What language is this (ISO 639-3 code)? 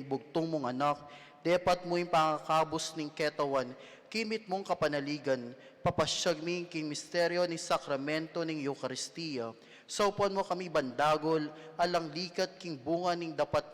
pam